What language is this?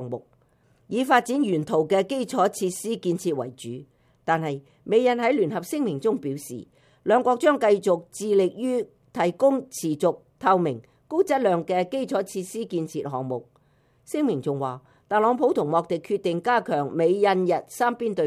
Cantonese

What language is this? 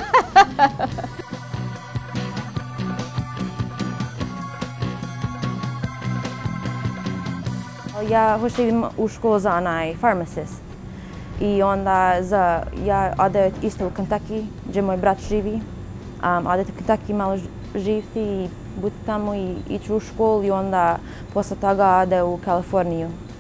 Bosnian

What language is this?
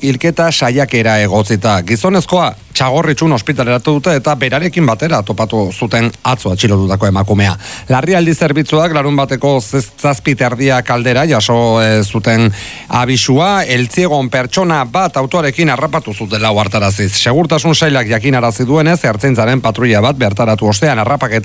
Basque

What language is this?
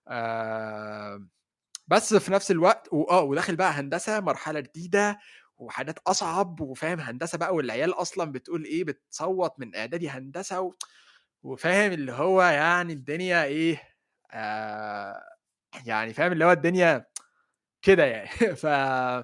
Egyptian Arabic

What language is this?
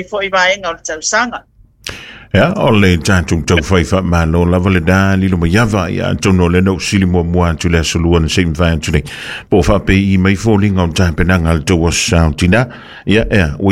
Samoan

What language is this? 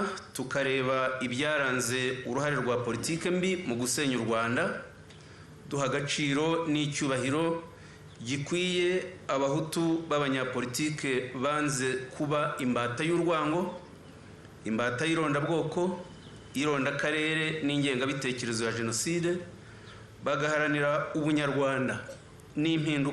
Kinyarwanda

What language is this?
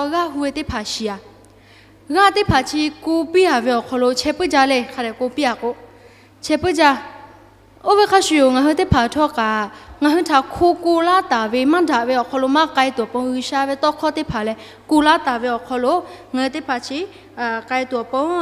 Lahu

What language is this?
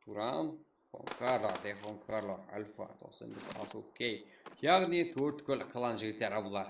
Kara-Kalpak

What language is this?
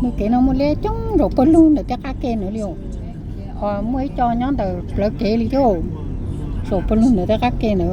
Hmong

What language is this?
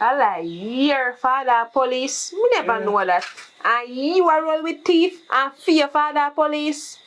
Jamaican Creole English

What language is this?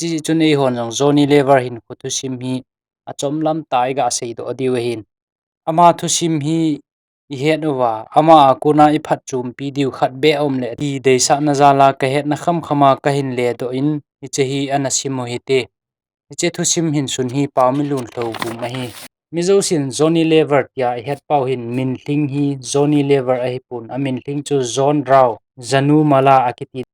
Thado Chin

